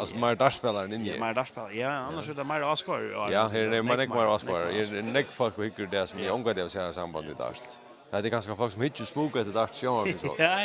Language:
Faroese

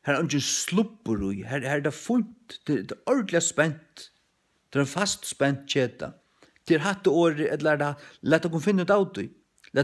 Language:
Faroese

